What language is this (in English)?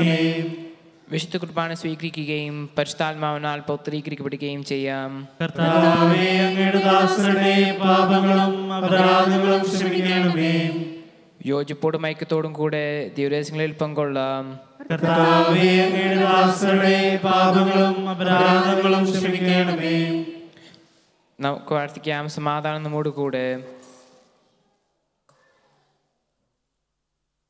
Malayalam